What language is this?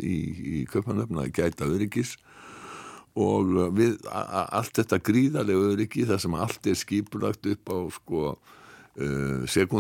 Icelandic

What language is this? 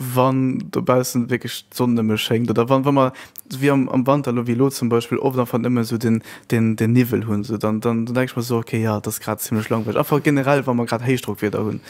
Luxembourgish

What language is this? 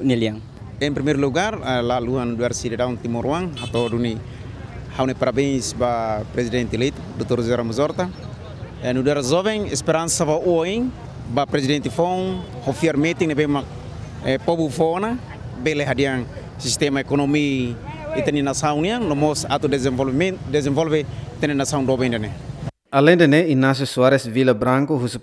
Tetum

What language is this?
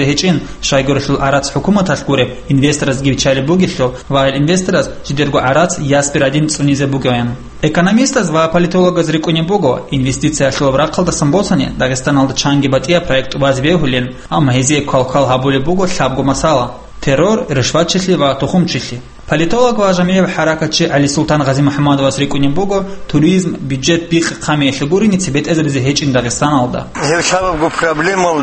Avaric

